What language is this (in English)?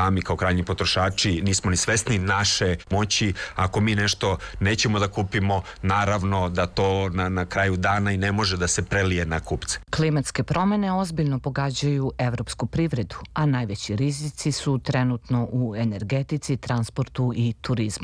Serbian